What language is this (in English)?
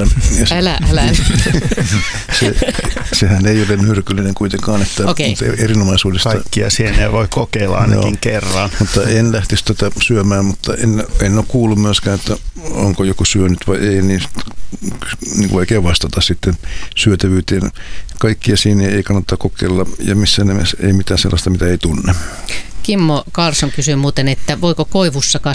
Finnish